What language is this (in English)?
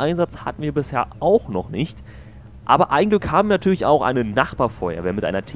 German